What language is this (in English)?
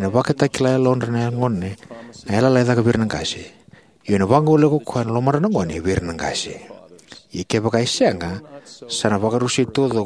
Fijian